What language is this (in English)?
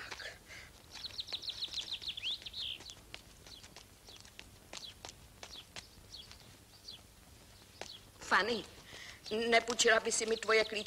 Czech